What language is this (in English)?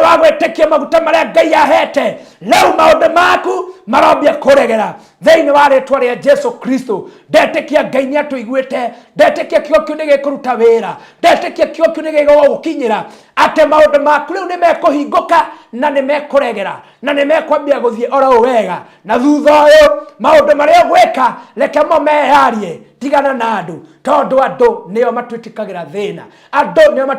Kikuyu